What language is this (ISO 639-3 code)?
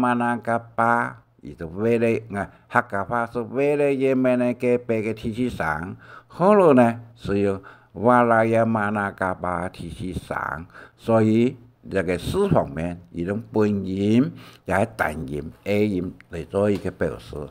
hak